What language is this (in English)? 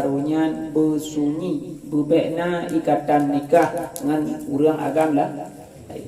Achinese